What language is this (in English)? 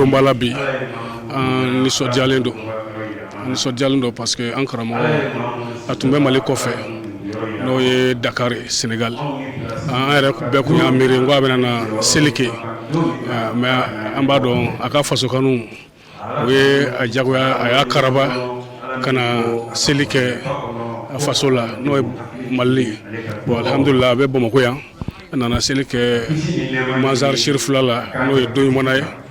Bambara